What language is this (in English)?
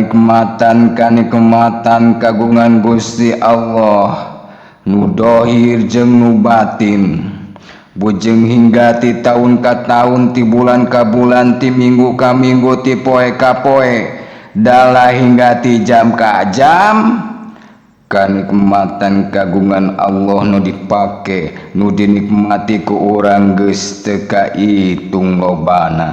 Sundanese